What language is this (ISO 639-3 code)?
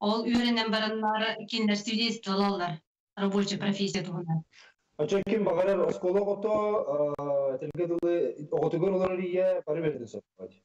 sah